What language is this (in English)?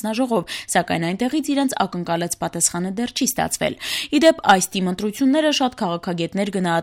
Armenian